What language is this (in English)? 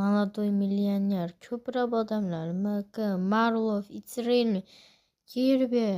Uzbek